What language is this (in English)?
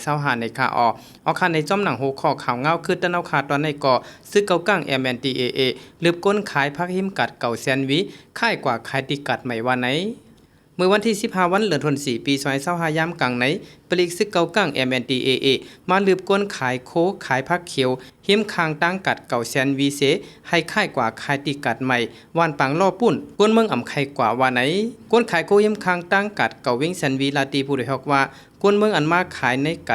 Shan